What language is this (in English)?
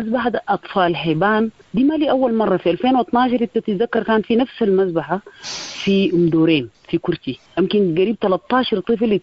Sudanese Arabic